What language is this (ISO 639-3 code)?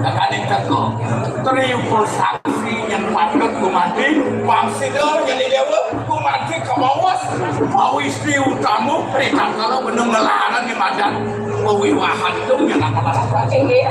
ban